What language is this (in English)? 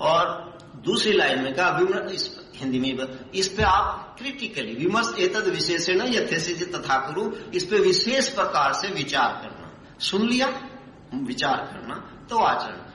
Hindi